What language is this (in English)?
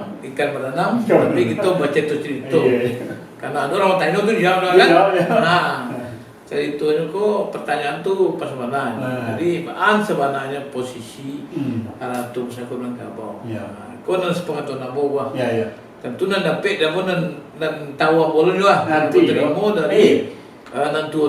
Minangkabau